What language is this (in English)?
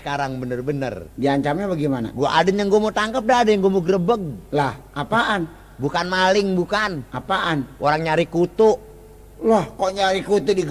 Betawi